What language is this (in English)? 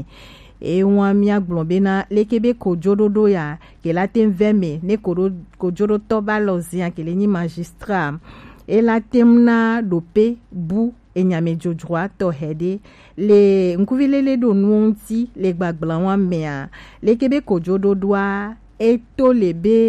Gen